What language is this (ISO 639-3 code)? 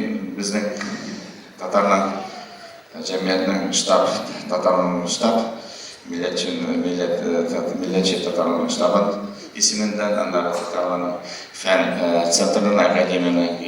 tat